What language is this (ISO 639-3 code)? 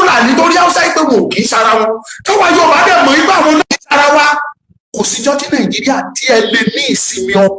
yor